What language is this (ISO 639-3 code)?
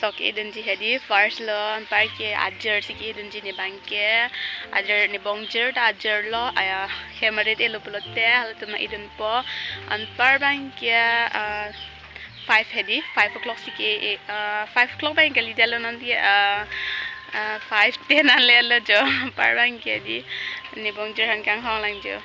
mjw